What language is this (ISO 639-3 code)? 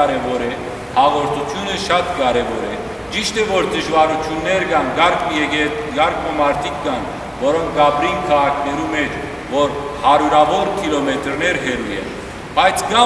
hyw